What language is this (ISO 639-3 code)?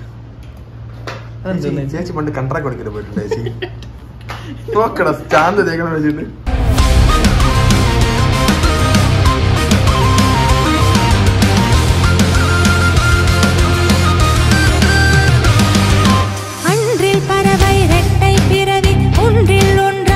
mal